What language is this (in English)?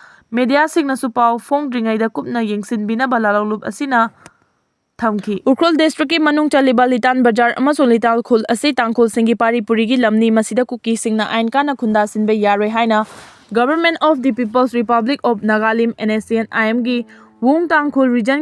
Manipuri